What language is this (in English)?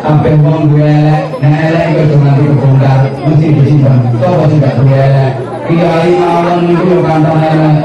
Javanese